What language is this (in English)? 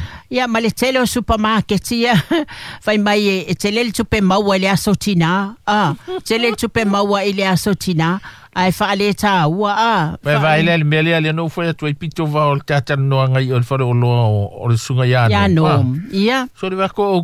Samoan